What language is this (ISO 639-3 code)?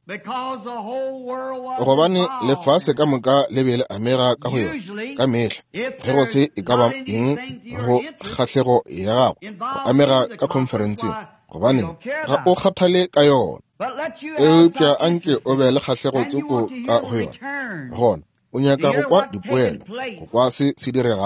nso